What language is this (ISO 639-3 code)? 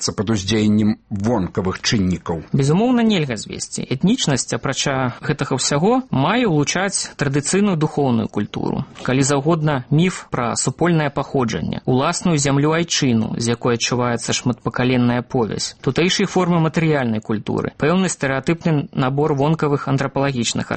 bel